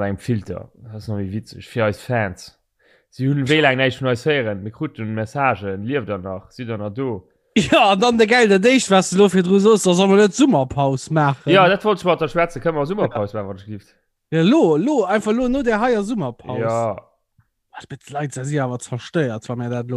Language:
Luxembourgish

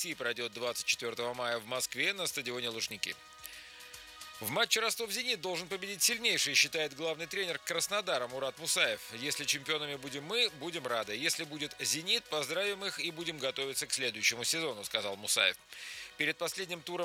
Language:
Russian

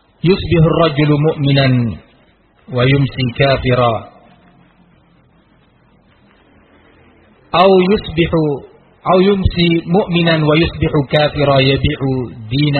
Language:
Indonesian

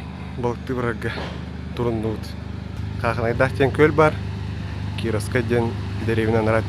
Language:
Yakut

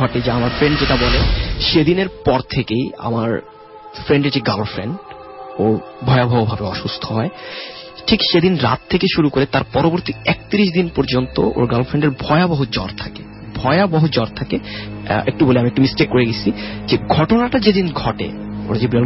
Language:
Bangla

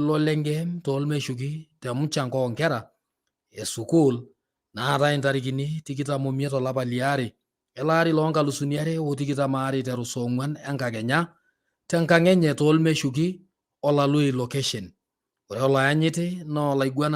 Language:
Masai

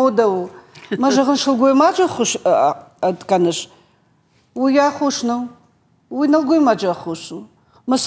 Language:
Ossetic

